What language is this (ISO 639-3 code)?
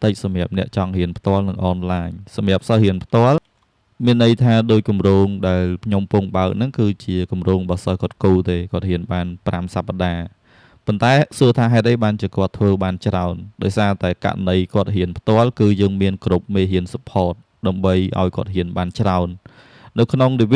khm